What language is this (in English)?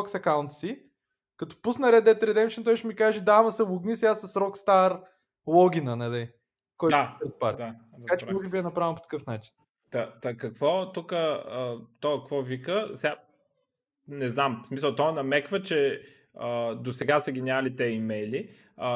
Bulgarian